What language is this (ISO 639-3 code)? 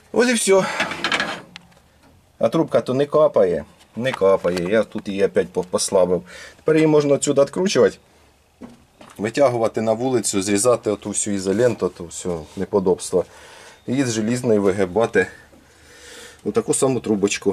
ukr